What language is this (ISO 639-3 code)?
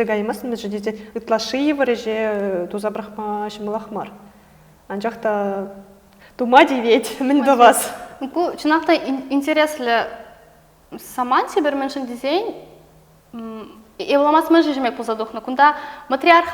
chv